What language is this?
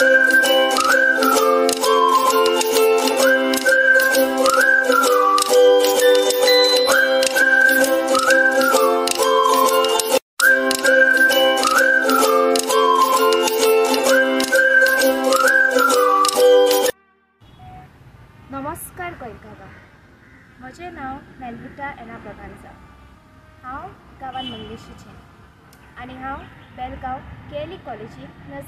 Konkani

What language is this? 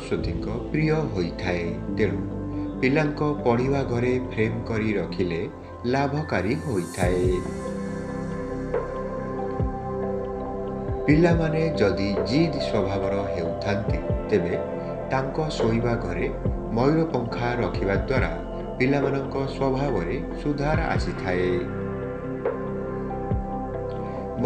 Odia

